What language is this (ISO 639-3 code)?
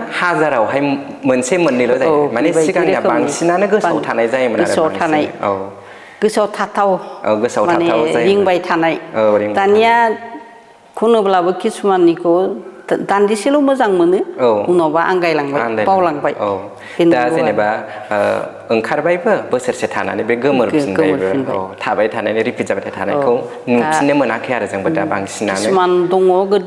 brx